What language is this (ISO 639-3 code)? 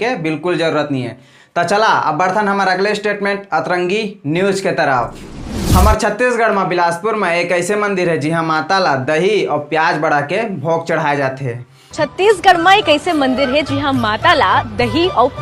hne